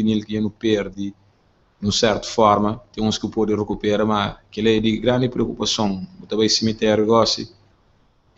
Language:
Kabuverdianu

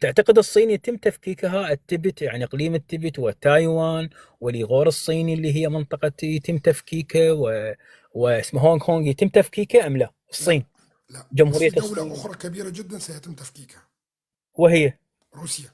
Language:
North Levantine Arabic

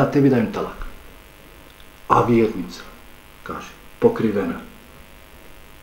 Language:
Bosnian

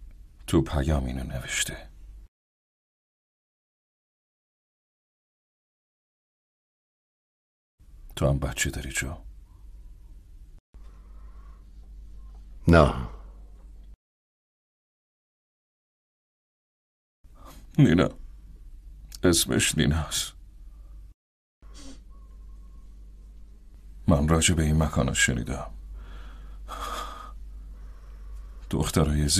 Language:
Persian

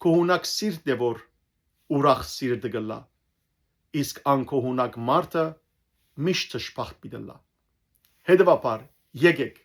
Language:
Western Armenian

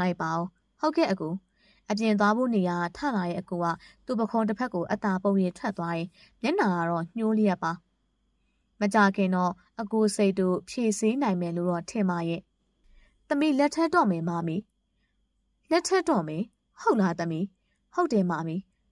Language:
Burmese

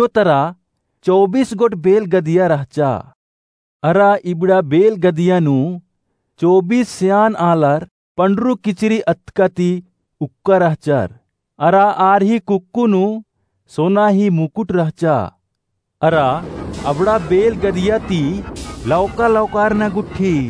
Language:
Kurukh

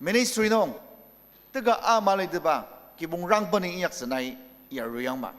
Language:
Ao Naga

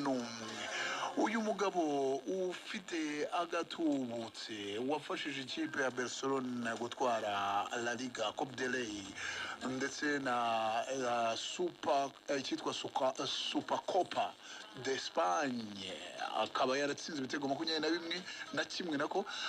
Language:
Kinyarwanda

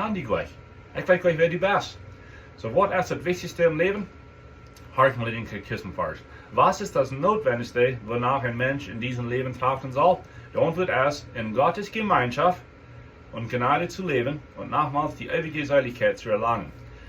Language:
Plautdietsch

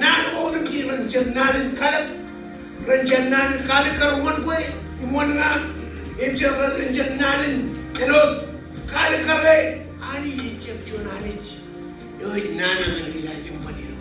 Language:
Marshallese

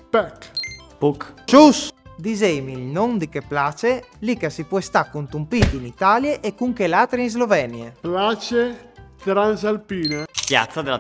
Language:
Friulian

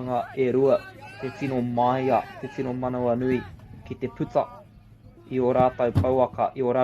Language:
Māori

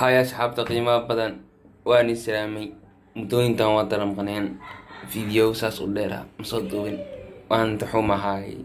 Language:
Somali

